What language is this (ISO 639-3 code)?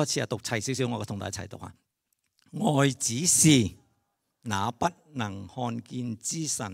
yue